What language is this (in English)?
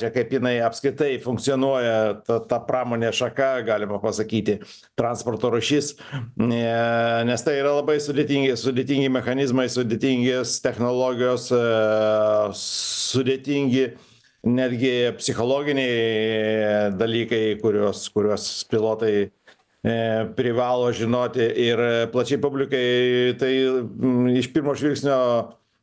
Lithuanian